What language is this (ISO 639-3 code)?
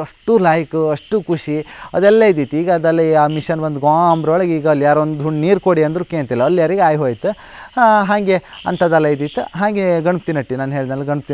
kan